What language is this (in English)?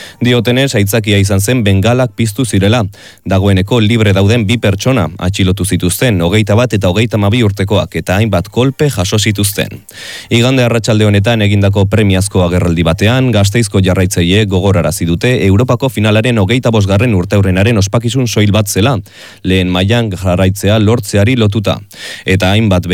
Basque